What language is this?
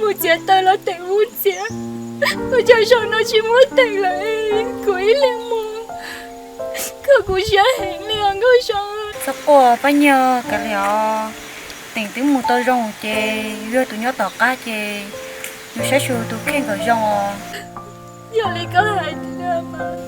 Hmong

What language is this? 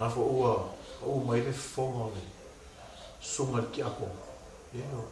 Samoan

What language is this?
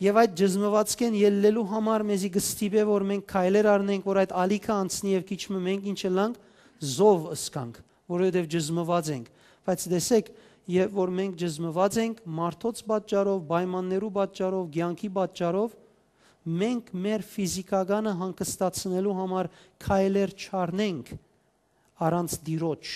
Western Armenian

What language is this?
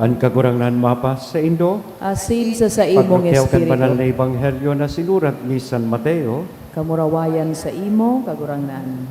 Bikol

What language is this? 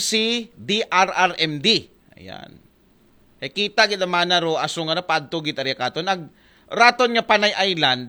Aklanon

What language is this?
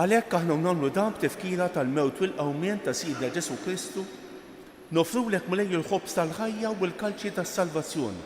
Maltese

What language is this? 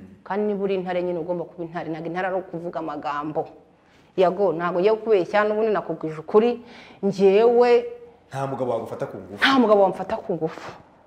Kinyarwanda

